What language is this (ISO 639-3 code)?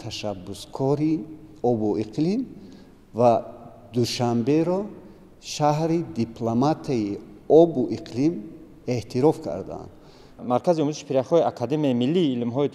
tgk